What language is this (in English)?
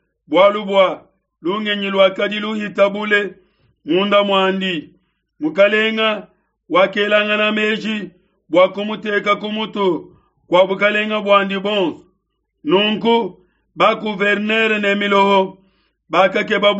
Luba-Lulua